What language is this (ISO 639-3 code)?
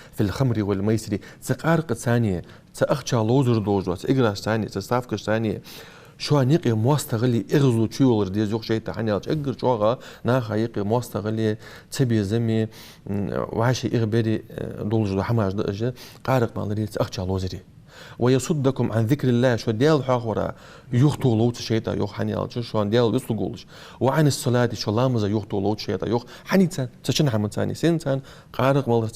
inh